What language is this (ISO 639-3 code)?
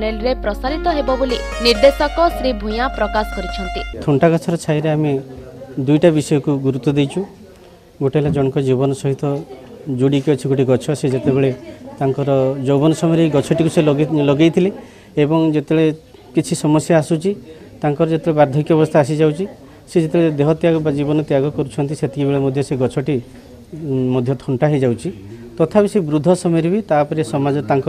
ori